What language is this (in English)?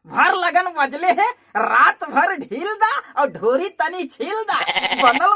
Magahi